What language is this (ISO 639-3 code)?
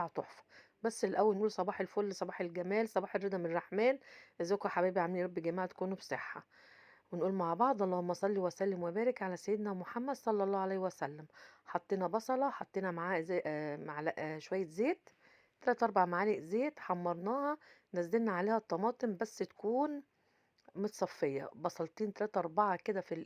arz